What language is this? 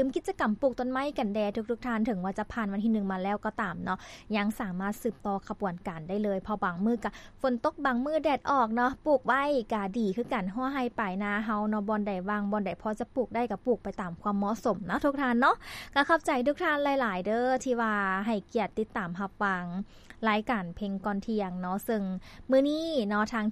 Lao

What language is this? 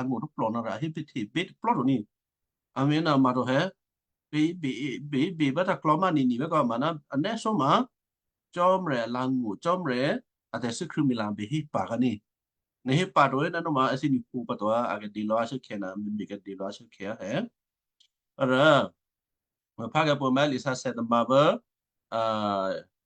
Western Kayah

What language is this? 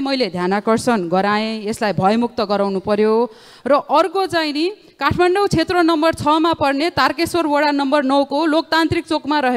Nepali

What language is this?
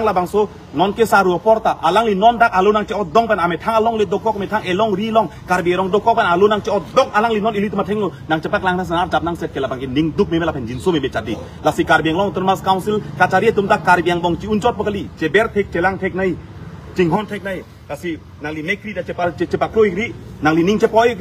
Karbi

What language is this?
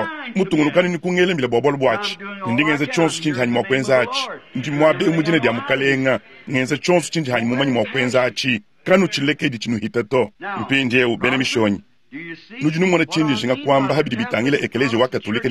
Luba-Lulua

